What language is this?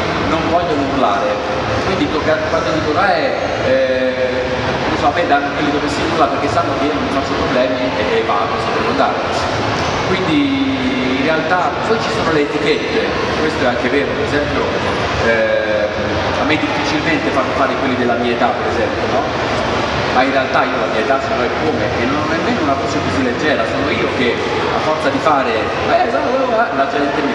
Italian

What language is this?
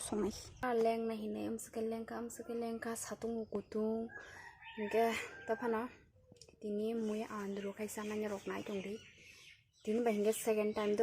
Kok Borok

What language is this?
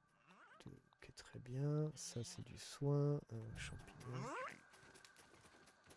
French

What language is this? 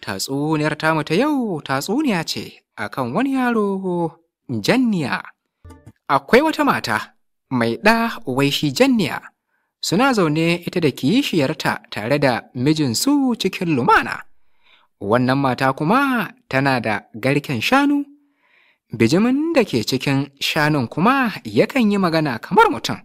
Hausa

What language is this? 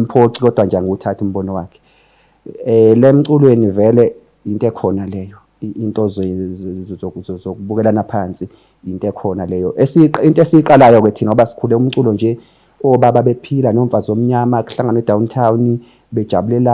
Zulu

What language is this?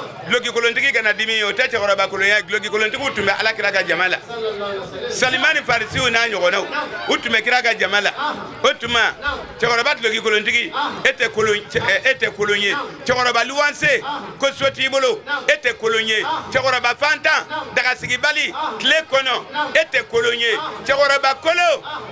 Bambara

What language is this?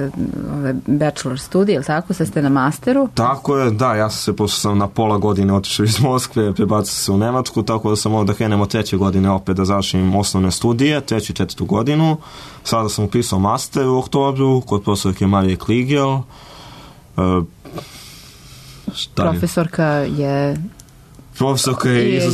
Serbian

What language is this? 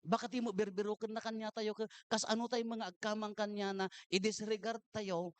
Iloko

